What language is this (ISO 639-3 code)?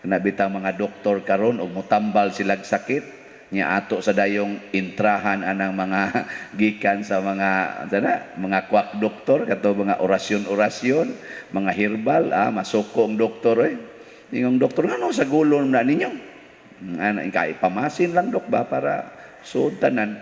ceb